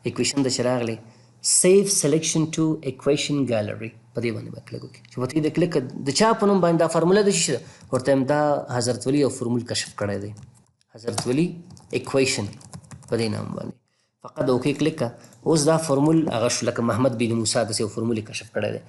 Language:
Pashto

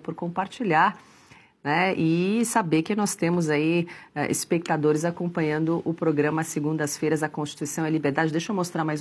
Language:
Portuguese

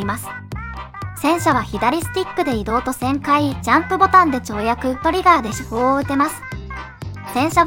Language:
Japanese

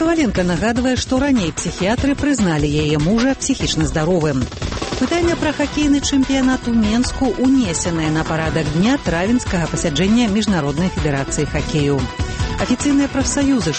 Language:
Belarusian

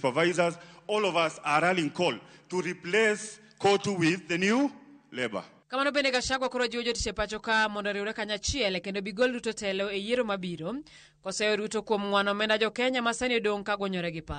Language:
Luo (Kenya and Tanzania)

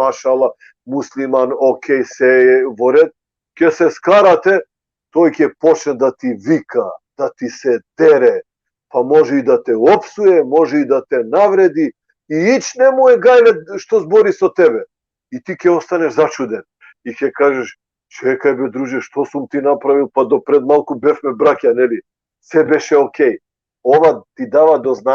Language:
Balkan Romani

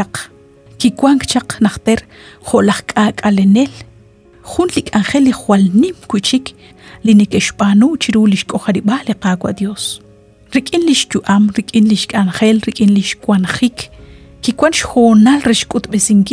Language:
Kekchí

